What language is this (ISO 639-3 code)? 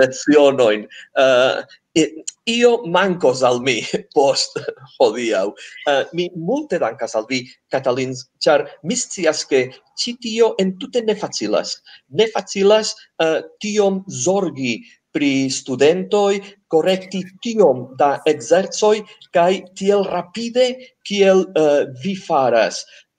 epo